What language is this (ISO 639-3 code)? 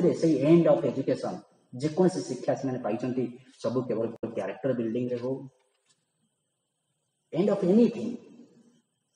ori